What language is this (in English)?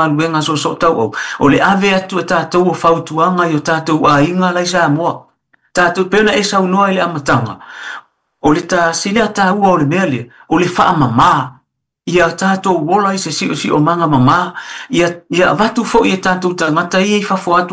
Samoan